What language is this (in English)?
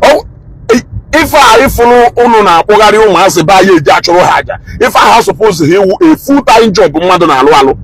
Igbo